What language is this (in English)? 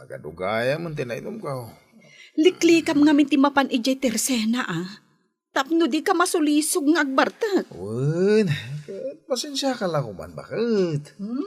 Iloko